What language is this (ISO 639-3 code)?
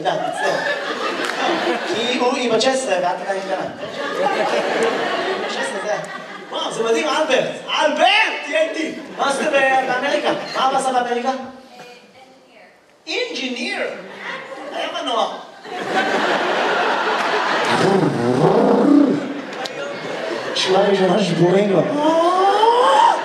heb